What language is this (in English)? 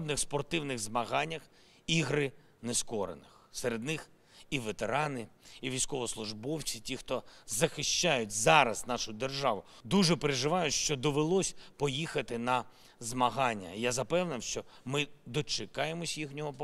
Ukrainian